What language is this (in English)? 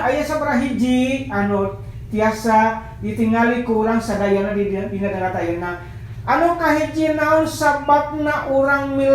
Sundanese